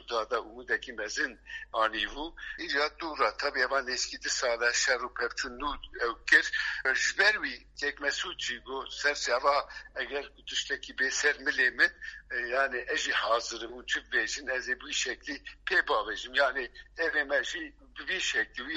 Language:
Kurdish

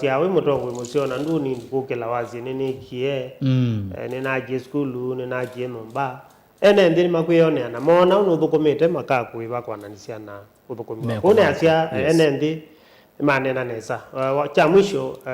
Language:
Kamba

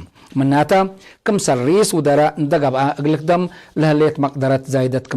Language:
Tigre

